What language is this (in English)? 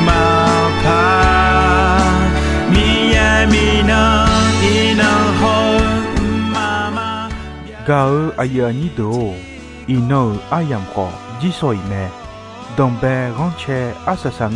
Akha